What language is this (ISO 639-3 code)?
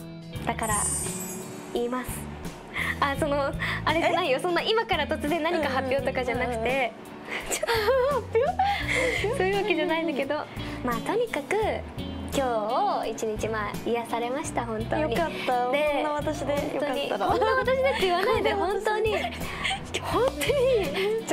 jpn